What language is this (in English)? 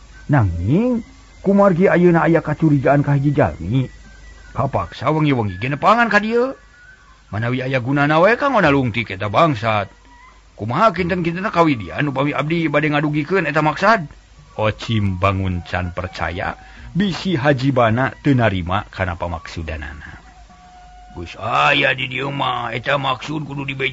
Sundanese